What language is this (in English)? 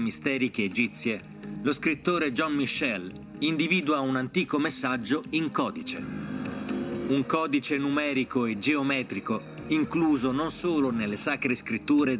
Italian